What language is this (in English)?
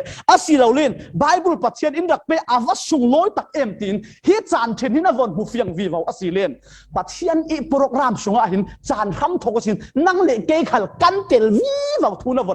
Falam Chin